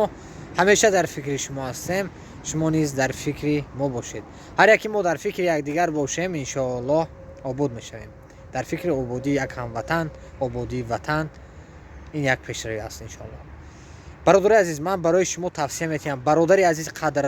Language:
Tajik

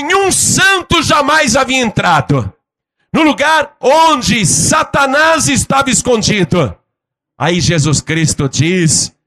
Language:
Portuguese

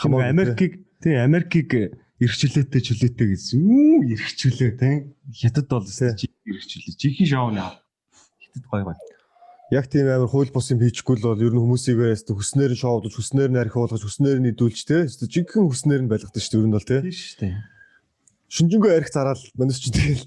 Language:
Mongolian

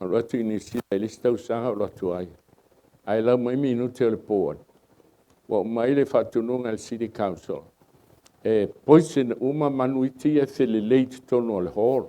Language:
Samoan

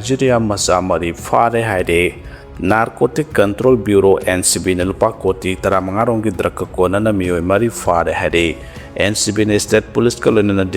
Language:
Manipuri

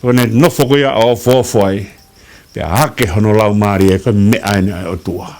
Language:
Tongan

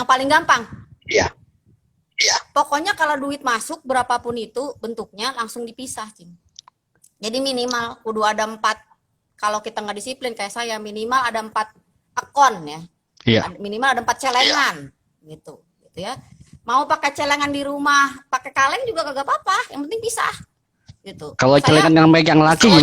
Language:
Betawi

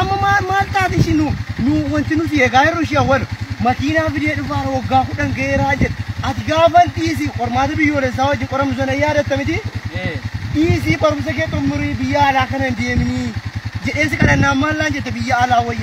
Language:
Oromo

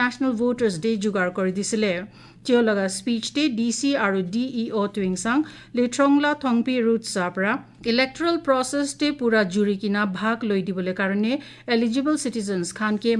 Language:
Kok Borok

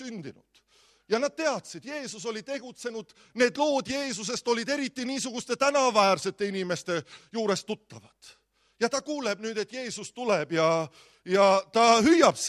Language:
Estonian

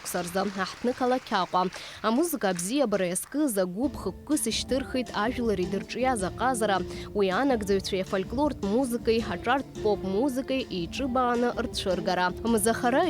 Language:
Abkhazian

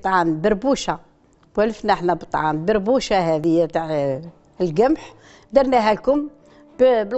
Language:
Algerian Arabic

